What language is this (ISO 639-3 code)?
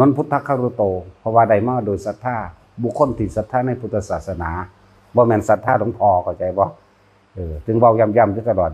tts